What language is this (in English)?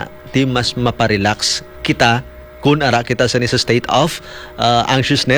Hiligaynon